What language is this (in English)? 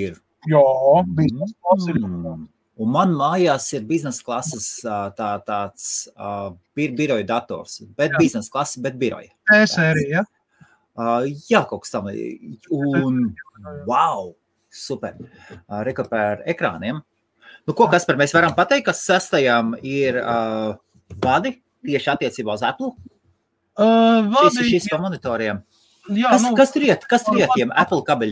Latvian